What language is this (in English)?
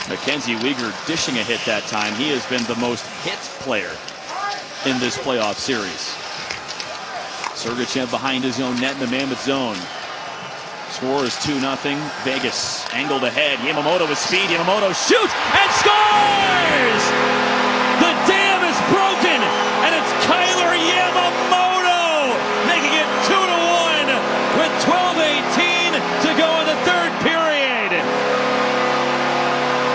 English